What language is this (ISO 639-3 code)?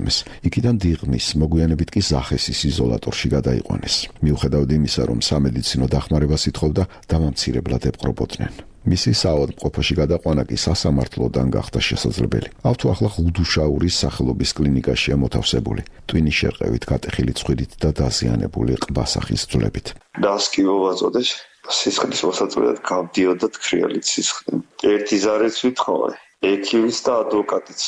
kat